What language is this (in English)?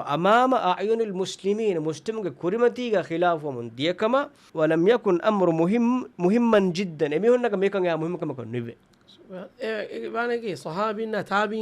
Divehi